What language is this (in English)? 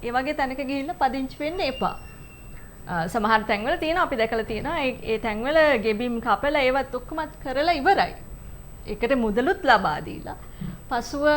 Sinhala